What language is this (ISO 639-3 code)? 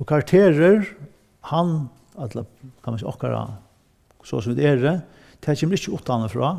fao